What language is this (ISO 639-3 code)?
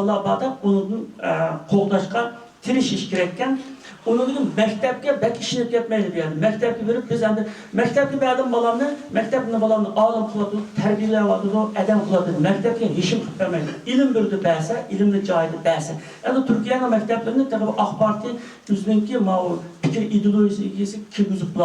uig